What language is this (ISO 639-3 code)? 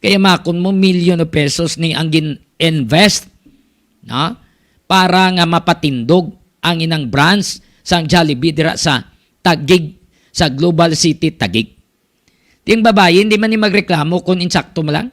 hil